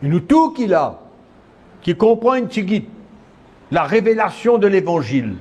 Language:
Morisyen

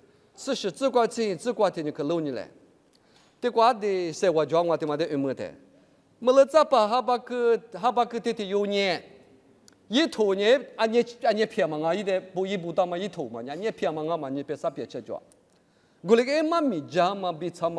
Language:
Lisu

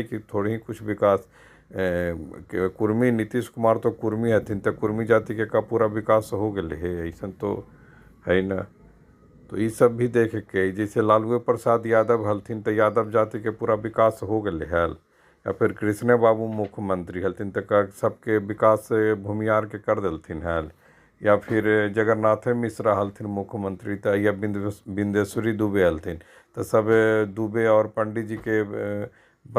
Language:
Magahi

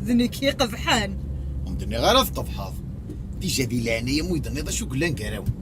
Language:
Kabyle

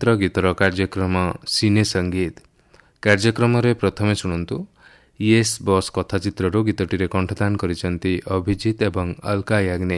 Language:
Odia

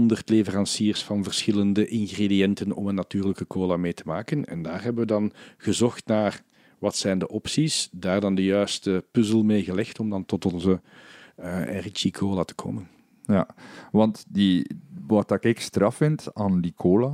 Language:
Dutch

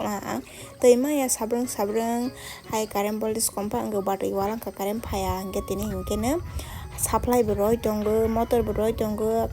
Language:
Kok Borok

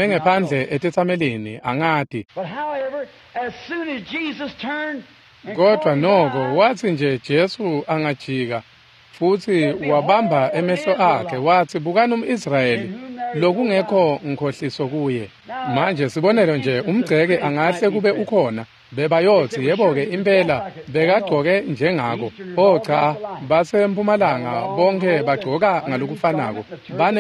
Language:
Swati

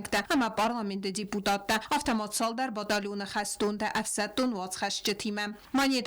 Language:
Ossetic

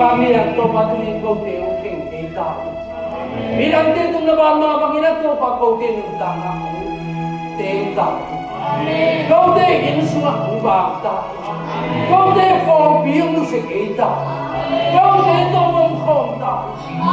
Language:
Tedim Chin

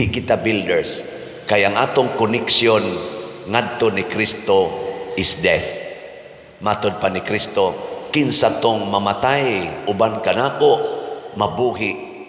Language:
Cebuano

